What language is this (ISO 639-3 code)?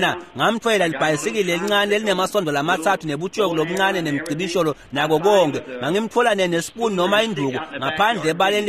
ssw